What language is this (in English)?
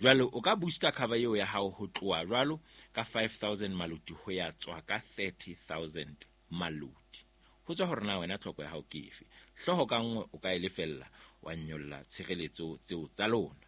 Southern Sotho